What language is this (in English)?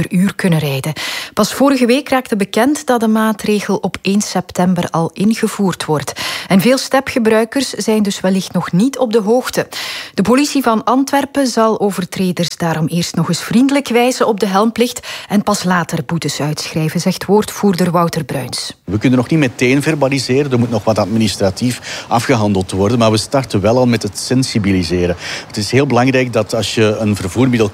Dutch